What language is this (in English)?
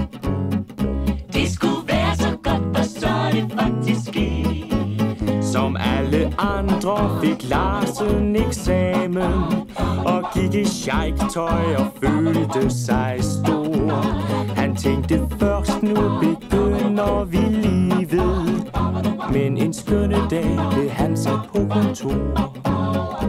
Danish